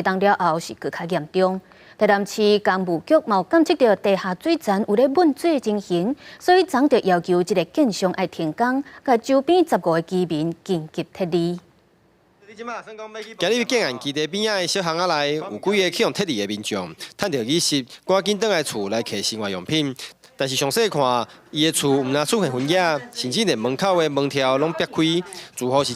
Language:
Min Nan Chinese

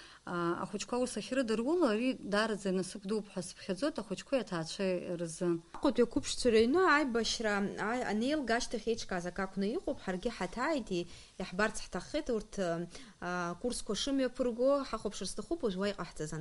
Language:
Abkhazian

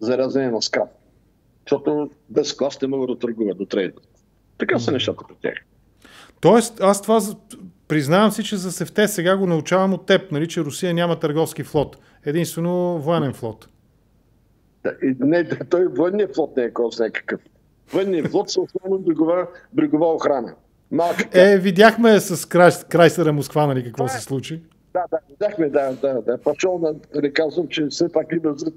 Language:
Bulgarian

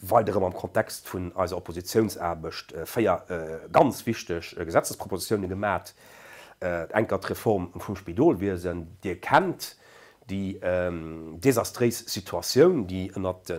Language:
Luxembourgish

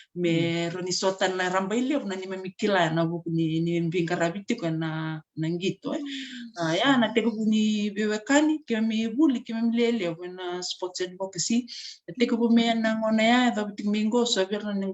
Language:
Fijian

